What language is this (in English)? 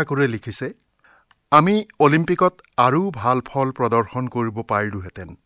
Assamese